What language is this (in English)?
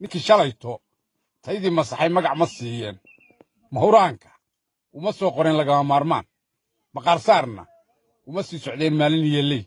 Somali